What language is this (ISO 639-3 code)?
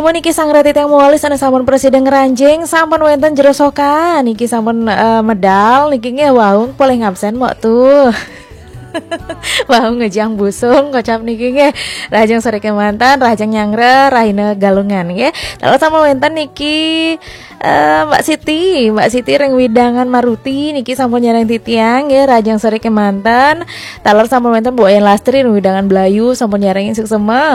ban